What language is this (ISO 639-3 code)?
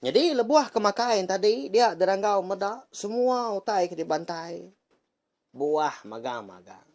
iba